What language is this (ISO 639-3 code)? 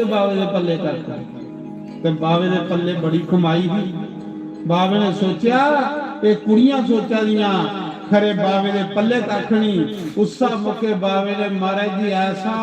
doi